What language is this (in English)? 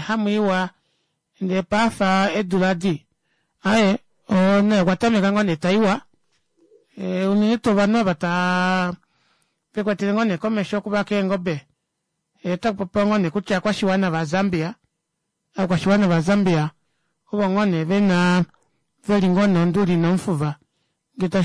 Kuanyama